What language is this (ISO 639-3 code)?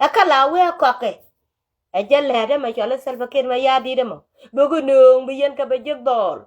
nus